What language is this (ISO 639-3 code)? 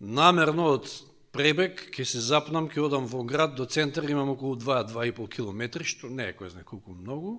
mkd